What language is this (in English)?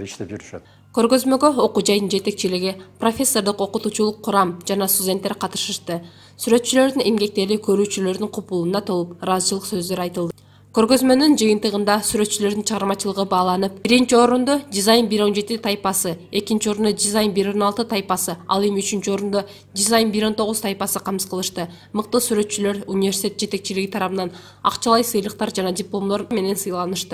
Kyrgyz